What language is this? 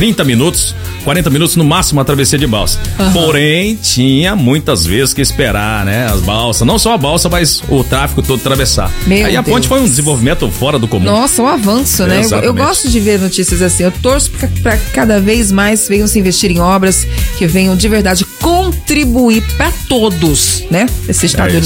Portuguese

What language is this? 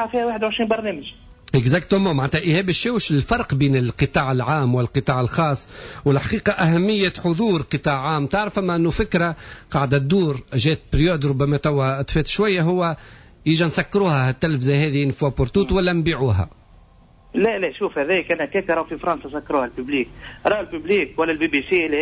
Tunisian Arabic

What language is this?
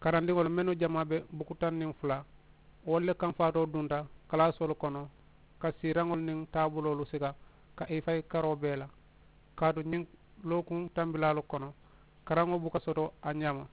Mandingo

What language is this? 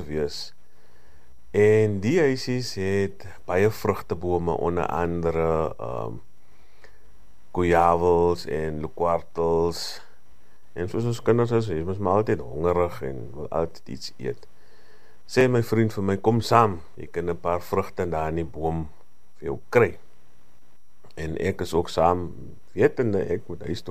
Afrikaans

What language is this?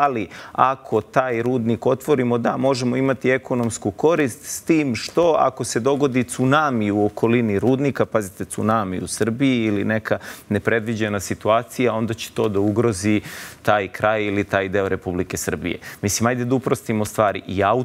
Serbian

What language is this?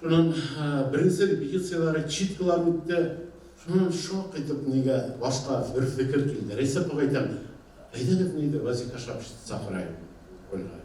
Bashkir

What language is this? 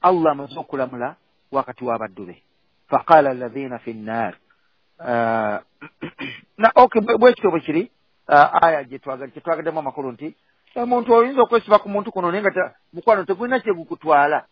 Ganda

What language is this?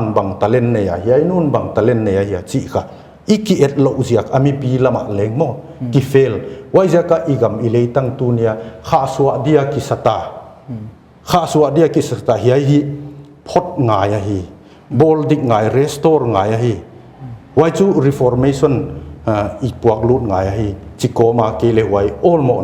Paite Chin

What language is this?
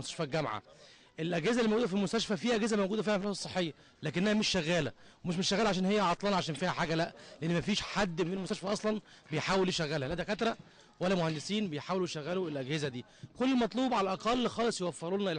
Egyptian Arabic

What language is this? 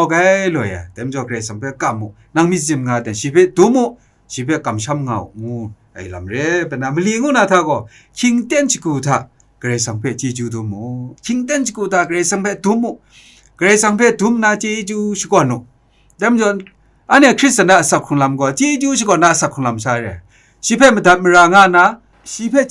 Kachin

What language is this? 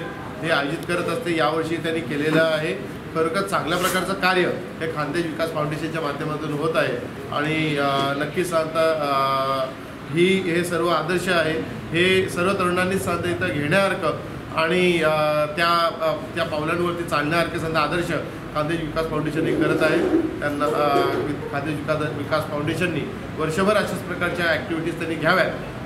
Marathi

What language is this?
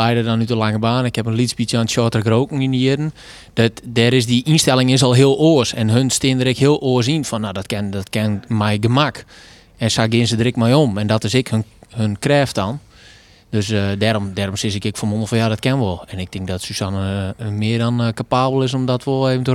Western Frisian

